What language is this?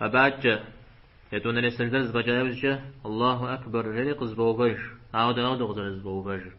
Kabardian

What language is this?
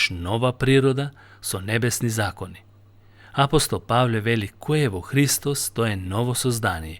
Macedonian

